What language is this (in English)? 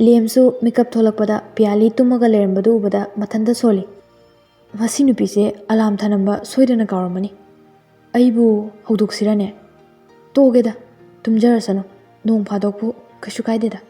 Manipuri